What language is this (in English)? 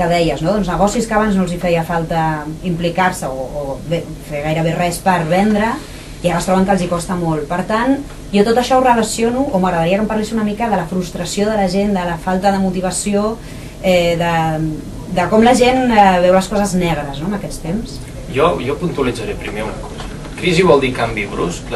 Catalan